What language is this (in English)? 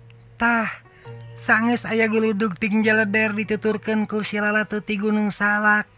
Sundanese